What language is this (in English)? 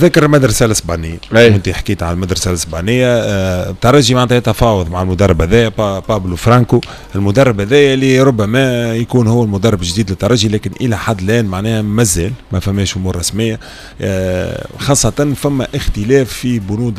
Tunisian Arabic